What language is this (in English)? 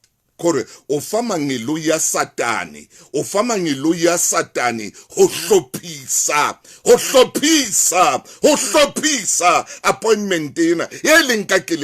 Southern Sotho